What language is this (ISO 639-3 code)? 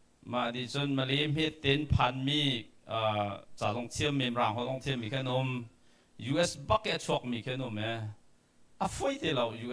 cnh